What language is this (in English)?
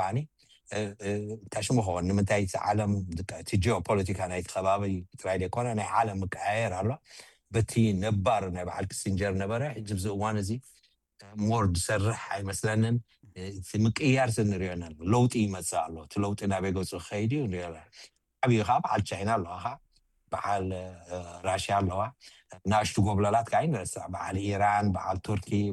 Tigrinya